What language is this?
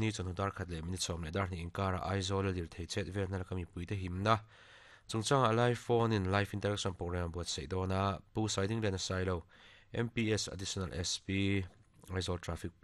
Mizo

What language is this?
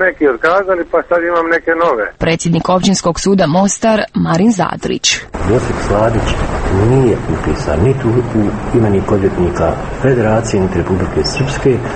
Croatian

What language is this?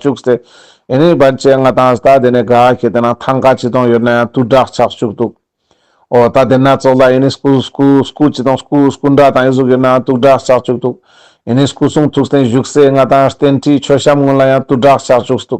Ladakhi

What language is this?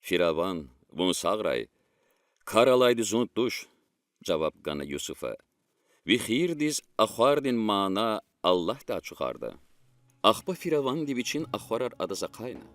Lezghian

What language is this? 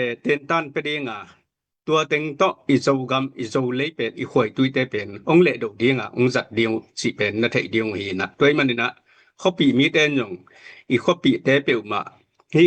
Tedim Chin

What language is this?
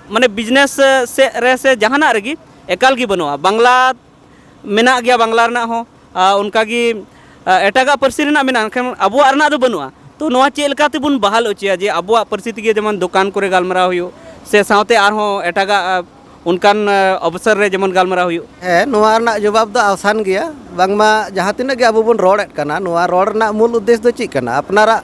Santali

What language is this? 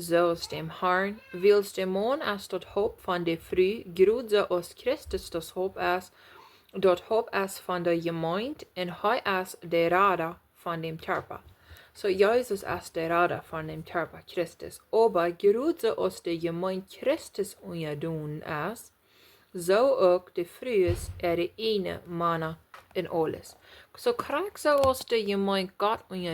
Plautdietsch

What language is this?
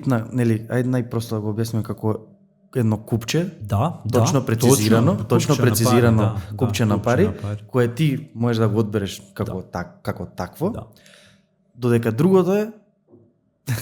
Macedonian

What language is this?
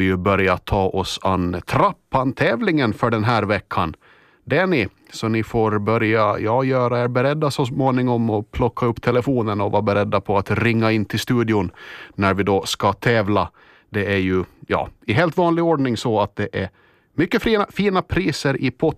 Swedish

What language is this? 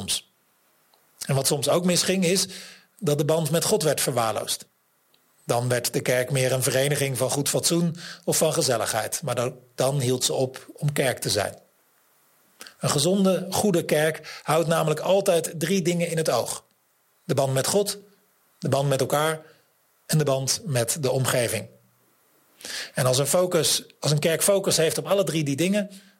Dutch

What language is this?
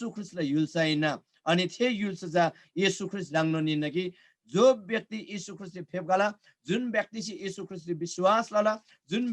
Eastern Tamang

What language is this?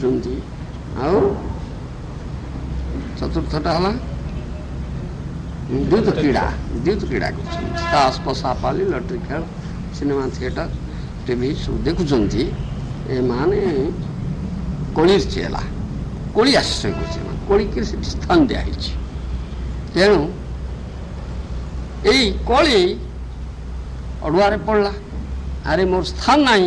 Odia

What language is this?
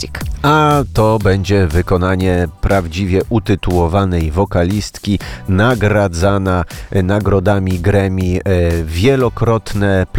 Polish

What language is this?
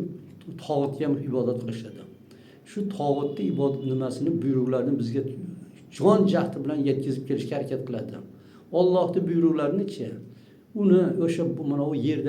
Uzbek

